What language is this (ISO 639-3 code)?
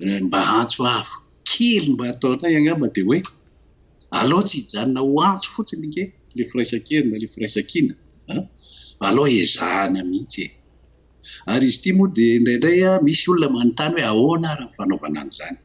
mlg